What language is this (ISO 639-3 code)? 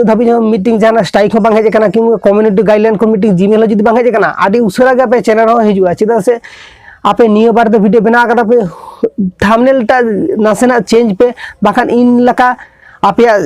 sat